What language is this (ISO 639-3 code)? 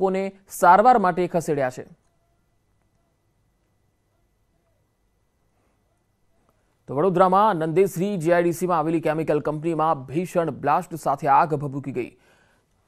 guj